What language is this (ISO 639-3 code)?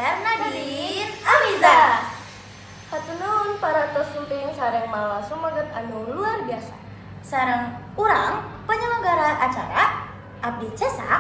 sun